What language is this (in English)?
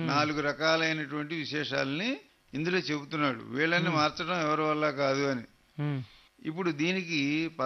Telugu